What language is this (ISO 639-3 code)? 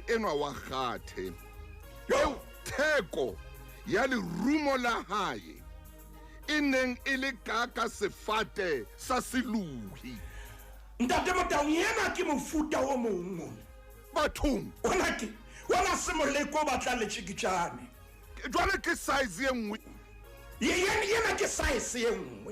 sot